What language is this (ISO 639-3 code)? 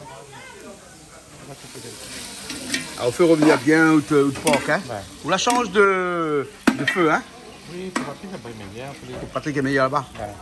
rcf